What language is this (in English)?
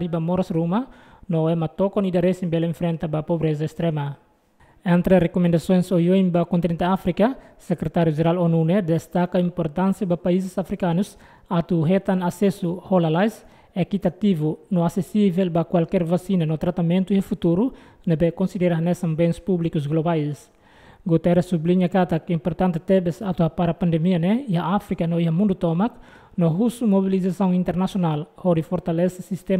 Tetum